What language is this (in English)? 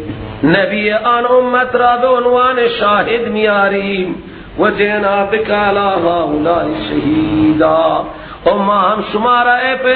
Persian